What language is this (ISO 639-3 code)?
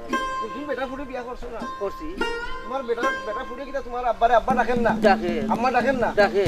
syl